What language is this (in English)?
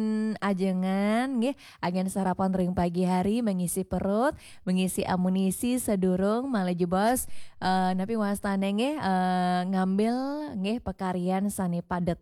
Balinese